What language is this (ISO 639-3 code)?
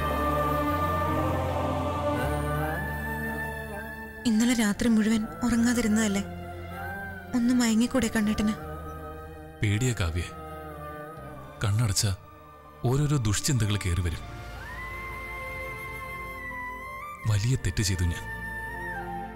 mal